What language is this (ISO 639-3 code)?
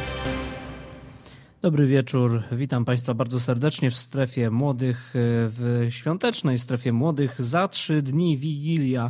pol